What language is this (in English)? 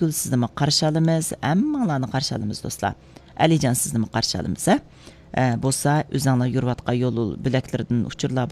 Uyghur